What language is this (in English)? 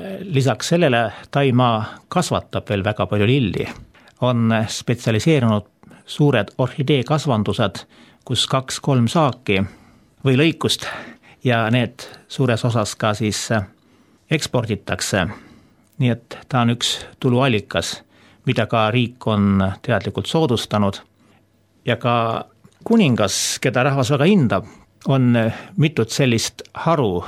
Estonian